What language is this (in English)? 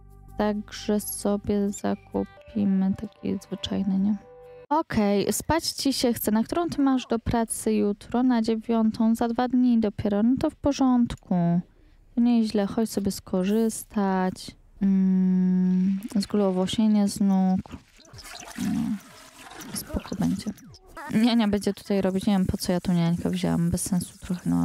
Polish